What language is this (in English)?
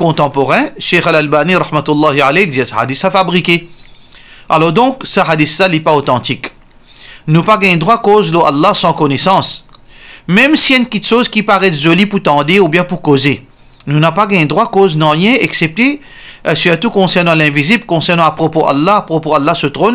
Morisyen